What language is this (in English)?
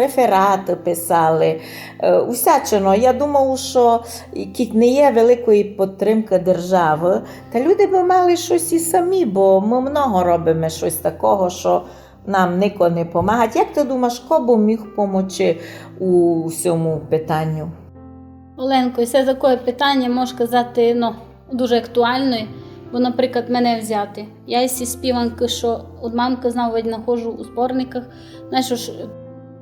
Rusyn